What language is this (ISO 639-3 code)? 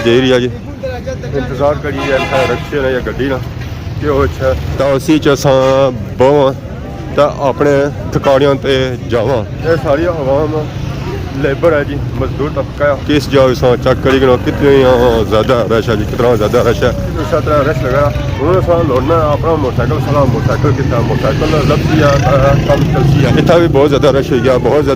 phr